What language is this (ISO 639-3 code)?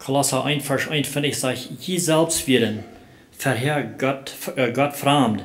pdt